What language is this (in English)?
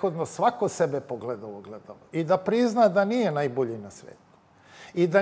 Serbian